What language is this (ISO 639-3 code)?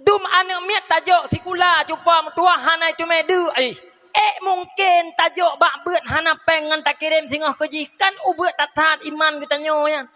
ace